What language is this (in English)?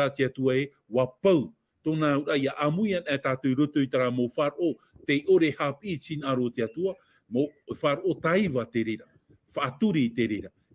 Tahitian